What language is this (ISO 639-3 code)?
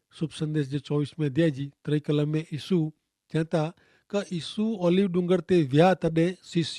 kfr